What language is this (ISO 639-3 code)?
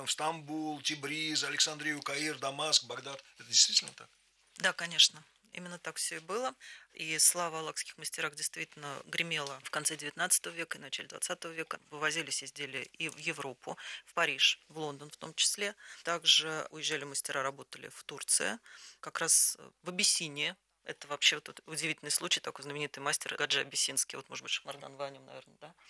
rus